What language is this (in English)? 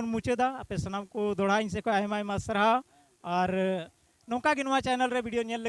Santali